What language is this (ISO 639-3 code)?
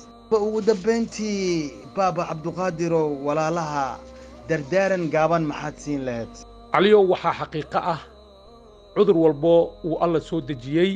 som